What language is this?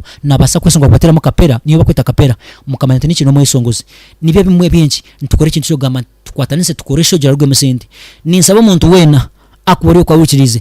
Nyankole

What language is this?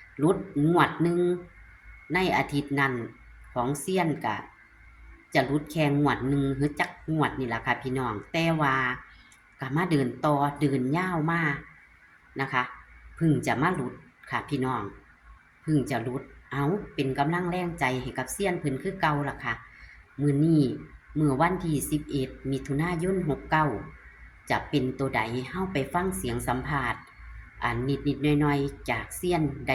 Northeastern Thai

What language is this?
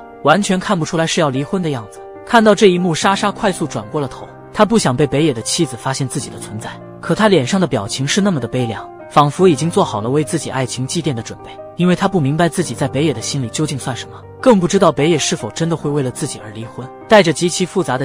Chinese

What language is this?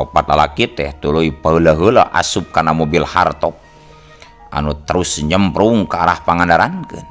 Sundanese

